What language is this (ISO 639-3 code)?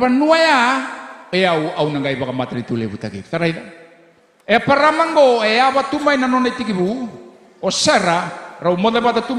fij